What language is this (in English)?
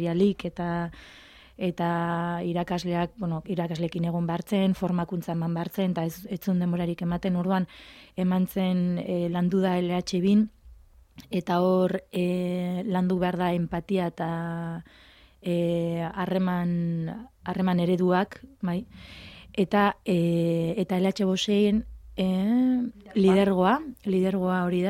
Basque